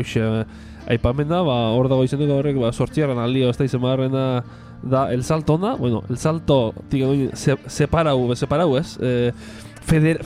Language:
Basque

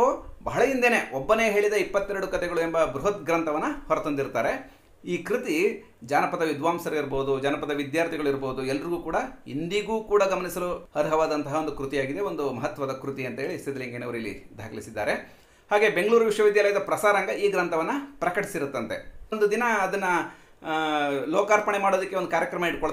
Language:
Kannada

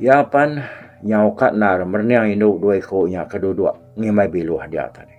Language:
Iban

